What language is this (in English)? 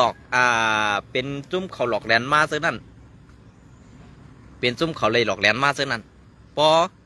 Shan